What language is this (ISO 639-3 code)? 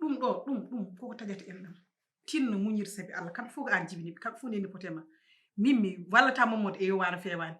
ful